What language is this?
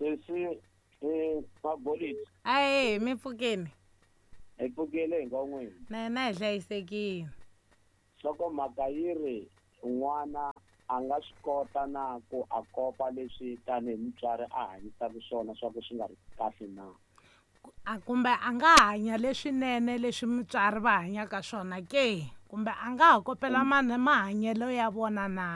Tsonga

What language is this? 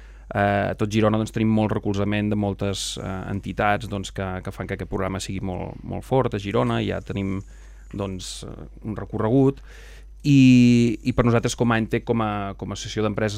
Catalan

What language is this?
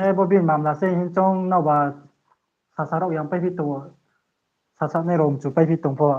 Riang (India)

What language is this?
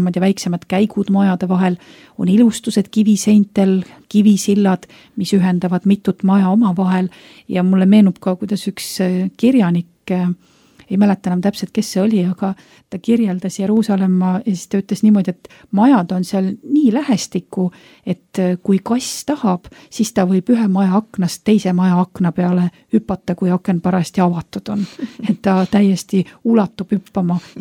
Estonian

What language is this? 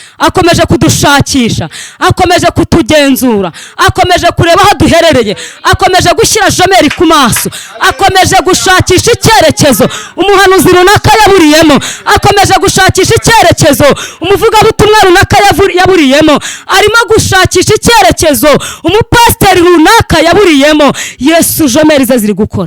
Kinyarwanda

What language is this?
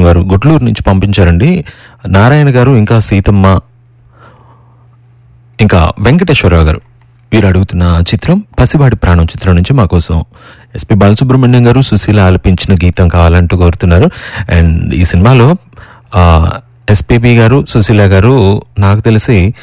Telugu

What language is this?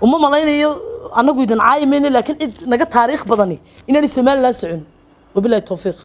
Somali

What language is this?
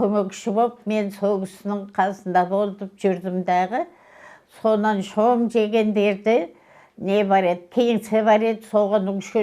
Kazakh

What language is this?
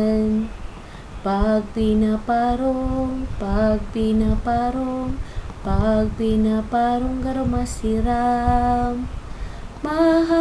Bikol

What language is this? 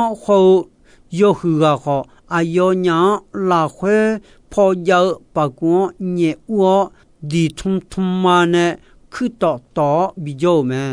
Akha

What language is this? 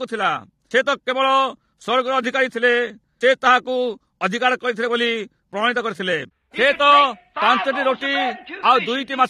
Odia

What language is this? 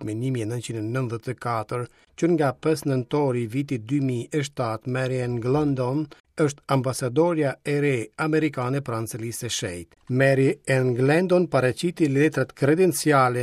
Albanian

